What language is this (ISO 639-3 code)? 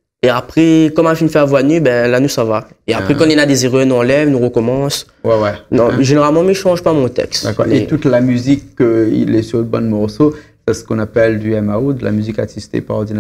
rcf